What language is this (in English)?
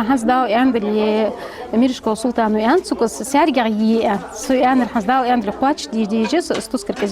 Ingush